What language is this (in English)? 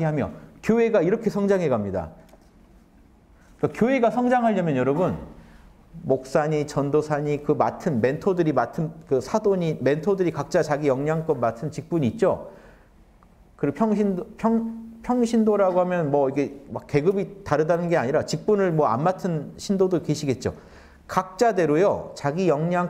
Korean